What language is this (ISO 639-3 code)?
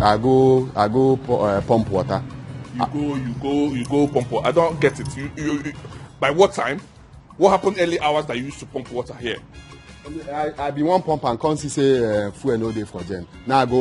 pcm